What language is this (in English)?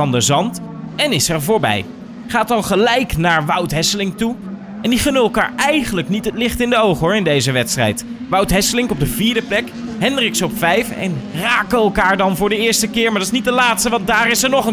Dutch